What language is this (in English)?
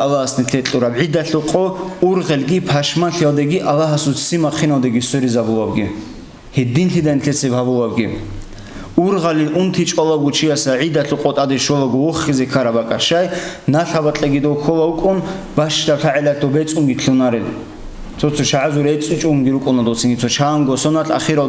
Avaric